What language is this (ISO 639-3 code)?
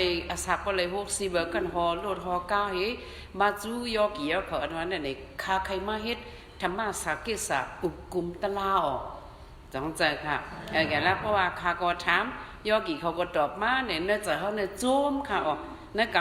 shn